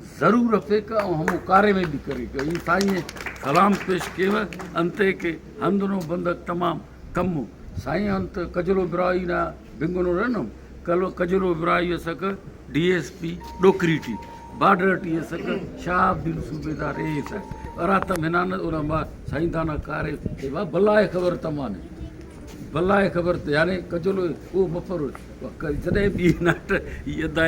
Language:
Brahui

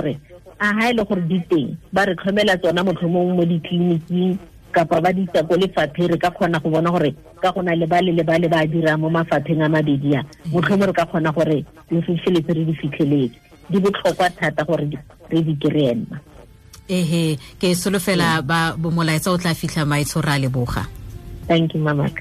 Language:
Tswana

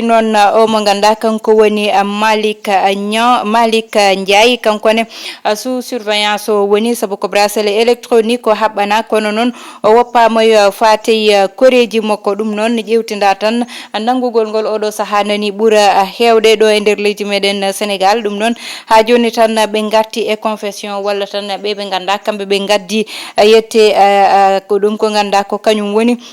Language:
Fula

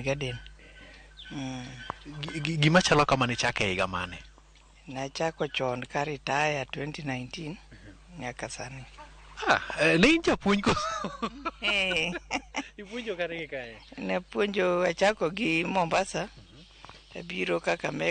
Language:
Luo (Kenya and Tanzania)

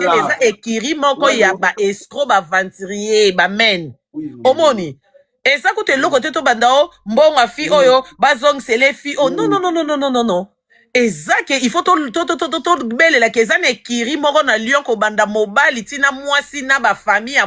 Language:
Lingala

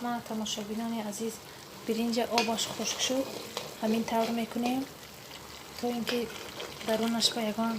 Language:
Tajik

